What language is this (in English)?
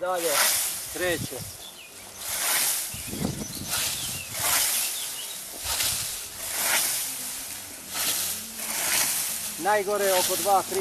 Croatian